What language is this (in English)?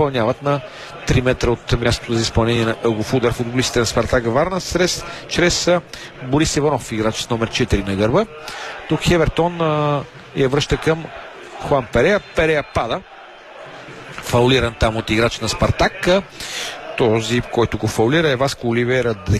Bulgarian